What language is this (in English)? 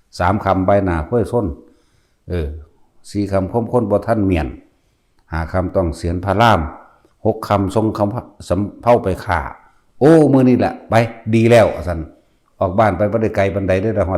Northeastern Thai